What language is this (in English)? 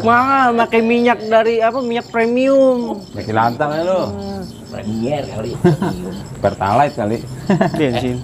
Betawi